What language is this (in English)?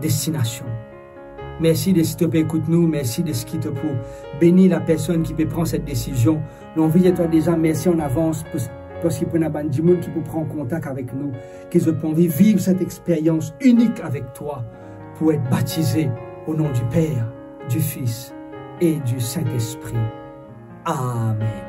Morisyen